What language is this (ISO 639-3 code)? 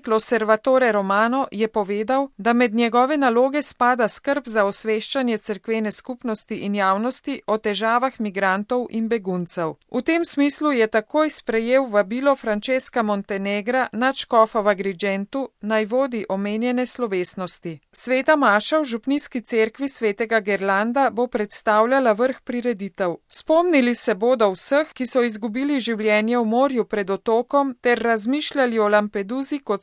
slv